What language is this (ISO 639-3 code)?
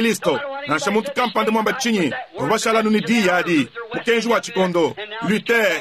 lua